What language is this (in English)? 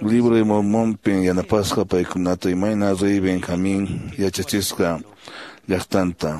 Quechua